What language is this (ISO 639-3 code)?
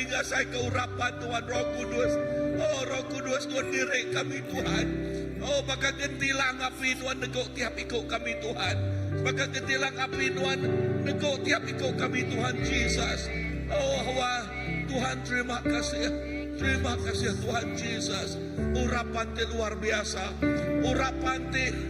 iba